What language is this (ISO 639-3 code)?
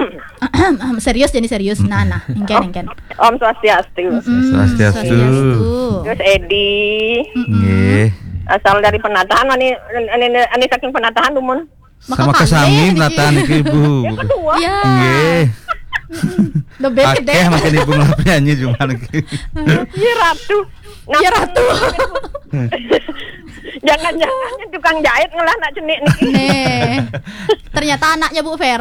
ban